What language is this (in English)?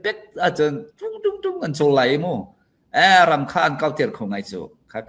Falam Chin